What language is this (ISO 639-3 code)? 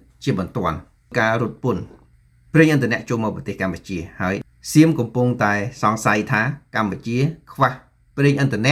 khm